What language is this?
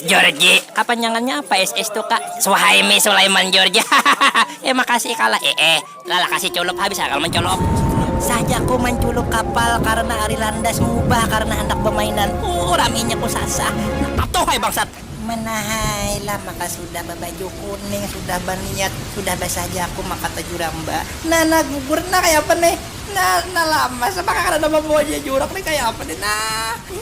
Banjar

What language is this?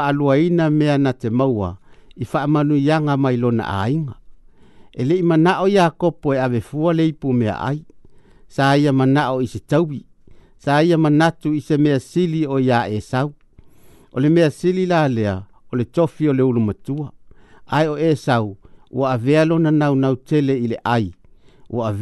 Samoan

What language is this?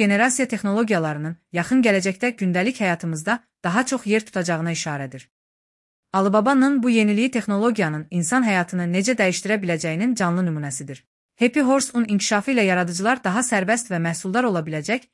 Azerbaijani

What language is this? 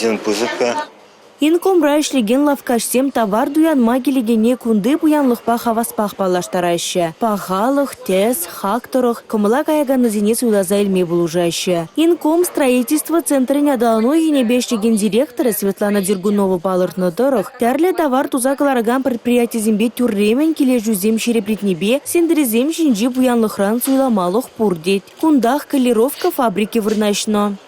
Chuvash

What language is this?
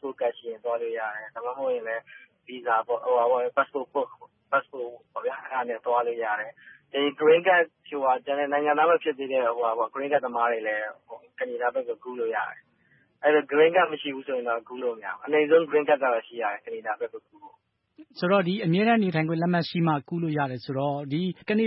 Burmese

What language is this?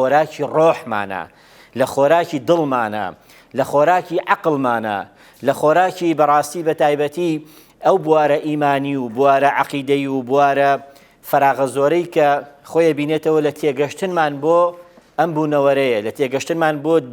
Central Kurdish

